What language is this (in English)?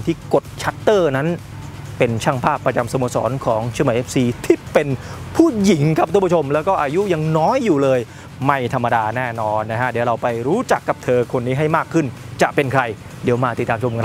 Thai